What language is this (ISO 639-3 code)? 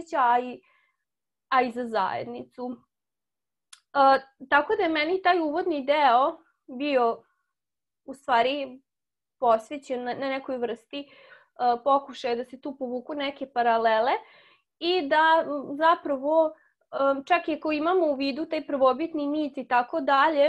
srp